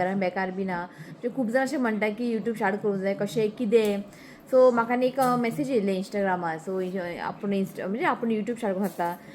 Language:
Konkani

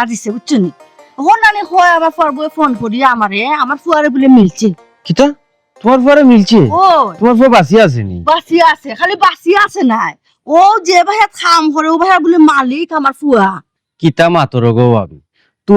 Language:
Sylheti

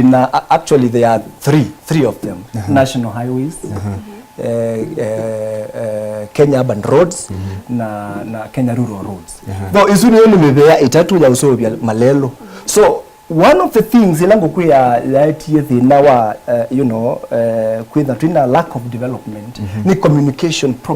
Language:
Kamba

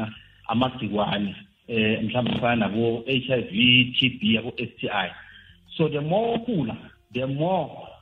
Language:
South Ndebele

